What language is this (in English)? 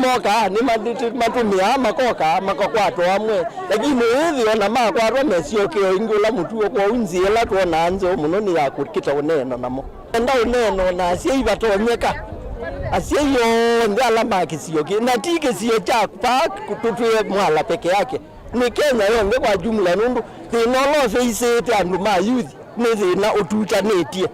Kamba